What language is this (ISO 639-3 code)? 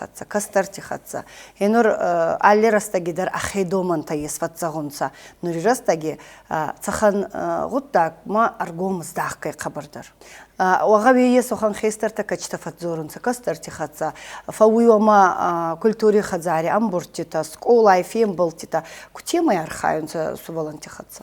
oss